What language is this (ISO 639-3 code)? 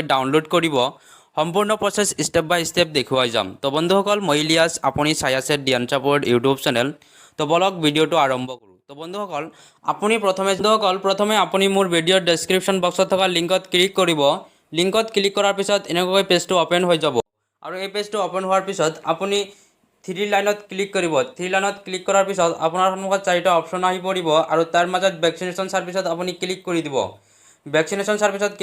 asm